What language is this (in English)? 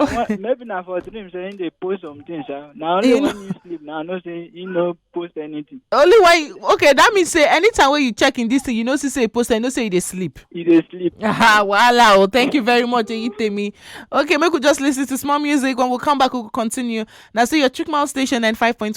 Nigerian Pidgin